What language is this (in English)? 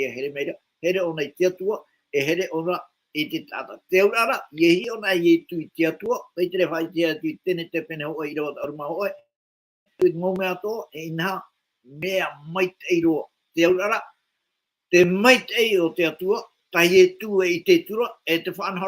Tahitian